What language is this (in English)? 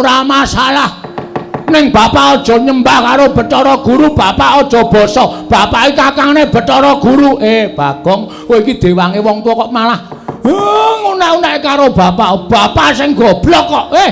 Javanese